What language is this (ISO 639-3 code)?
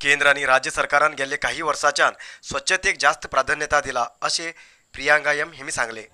kok